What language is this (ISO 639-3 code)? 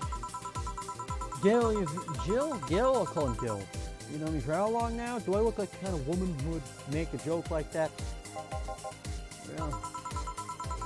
eng